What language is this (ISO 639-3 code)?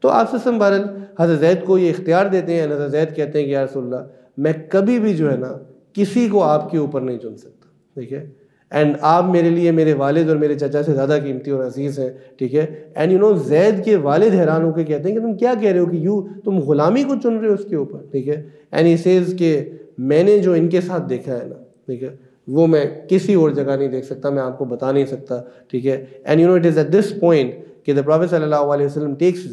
urd